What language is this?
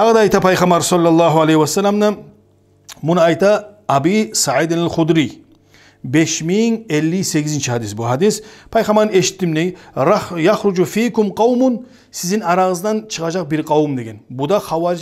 Kumyk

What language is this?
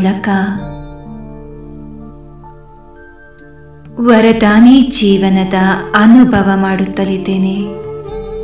Kannada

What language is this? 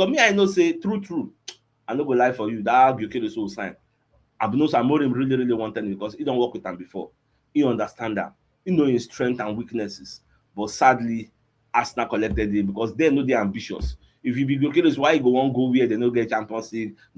Nigerian Pidgin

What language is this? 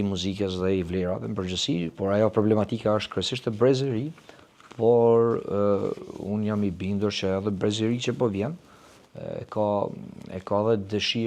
Albanian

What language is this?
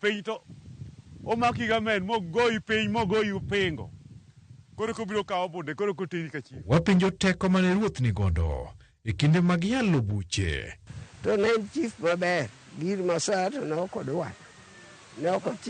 Luo (Kenya and Tanzania)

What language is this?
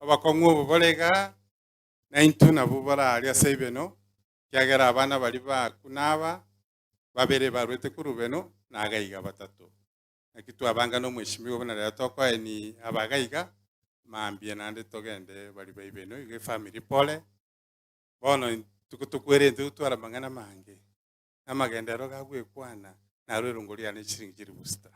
Gusii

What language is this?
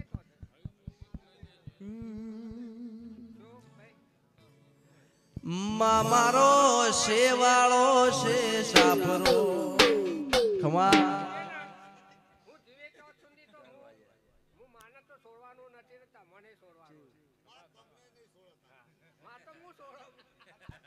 Gujarati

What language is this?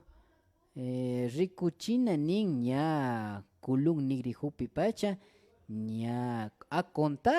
Imbabura Highland Quichua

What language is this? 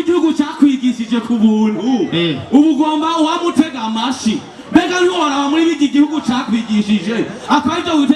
Rundi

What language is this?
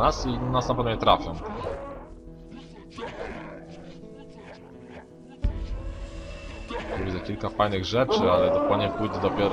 Polish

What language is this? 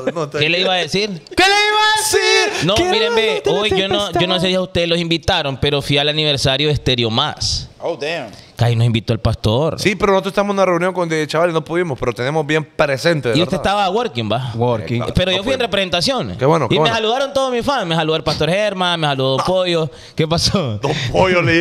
Spanish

